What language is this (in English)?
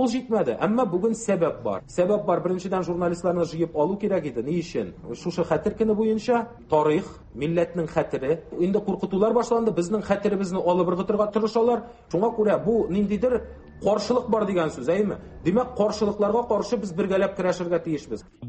Tatar